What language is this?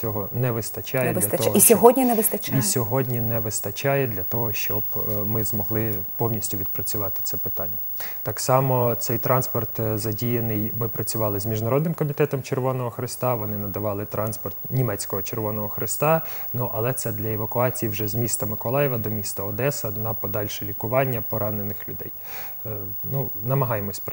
Ukrainian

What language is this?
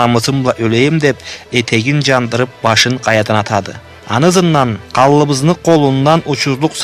Karachay-Balkar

